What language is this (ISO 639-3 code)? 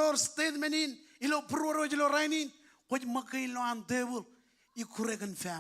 mah